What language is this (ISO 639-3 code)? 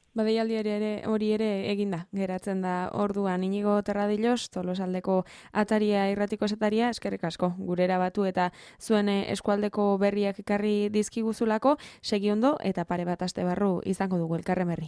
eus